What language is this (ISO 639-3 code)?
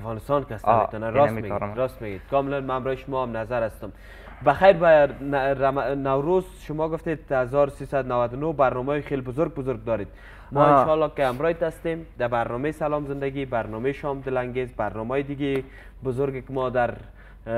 fas